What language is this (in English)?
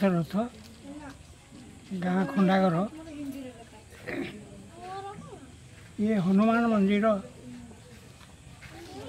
Odia